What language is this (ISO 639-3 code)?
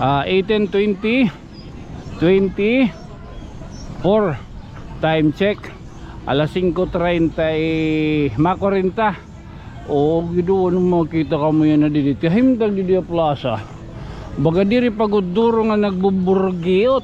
war